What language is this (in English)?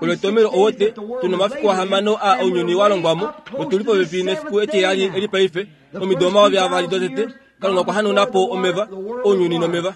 Kuanyama